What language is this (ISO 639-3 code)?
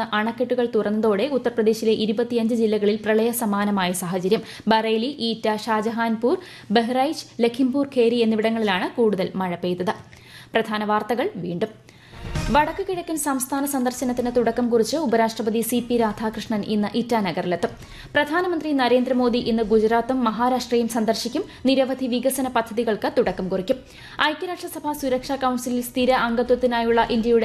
mal